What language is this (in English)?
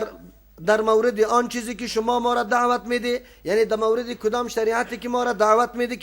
Persian